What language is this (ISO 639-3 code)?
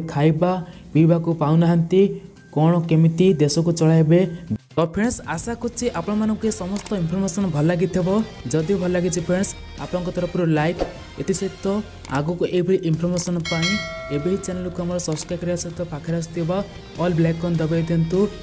ori